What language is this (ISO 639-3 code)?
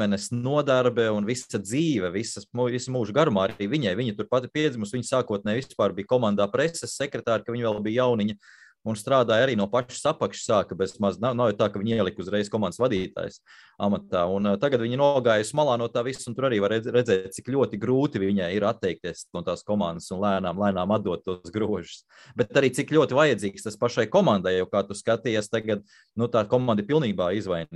lav